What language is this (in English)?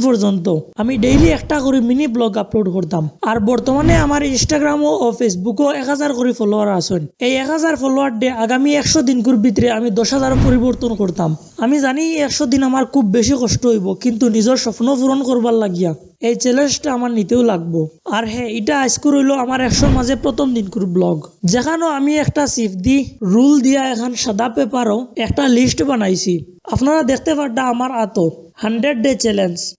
Sylheti